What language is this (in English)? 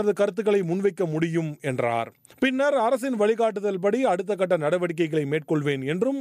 Tamil